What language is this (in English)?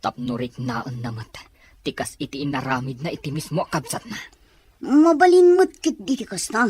Iloko